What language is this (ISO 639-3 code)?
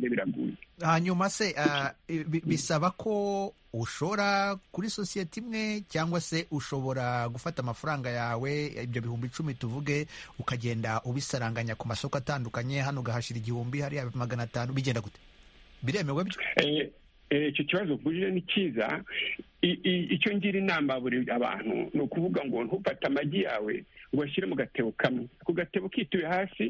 kin